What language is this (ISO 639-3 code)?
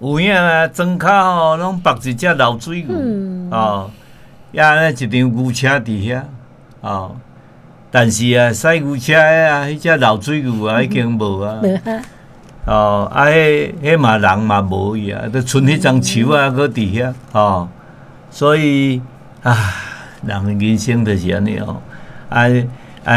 nan